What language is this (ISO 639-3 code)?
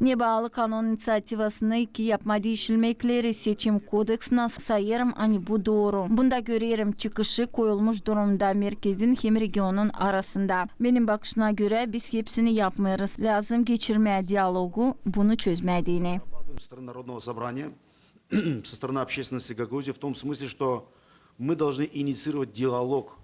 gag